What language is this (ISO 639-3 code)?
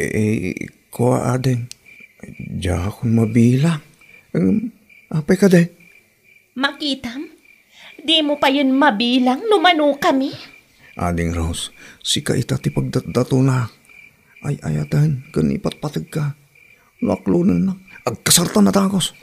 ilo